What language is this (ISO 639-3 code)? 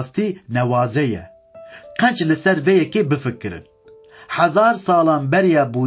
kur